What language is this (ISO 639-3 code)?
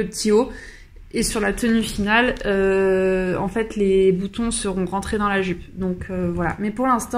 fra